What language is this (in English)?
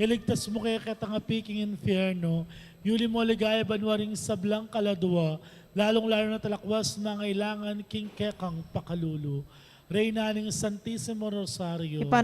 Pampanga